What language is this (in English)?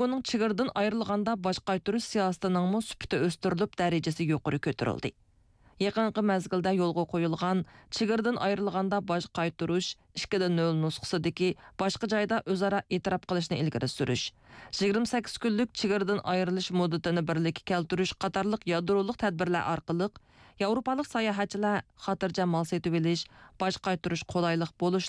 Uyghur